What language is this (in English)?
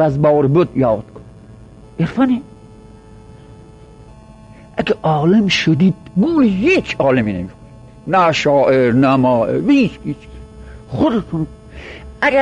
Persian